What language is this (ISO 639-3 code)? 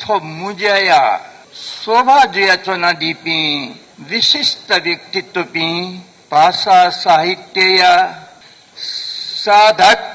new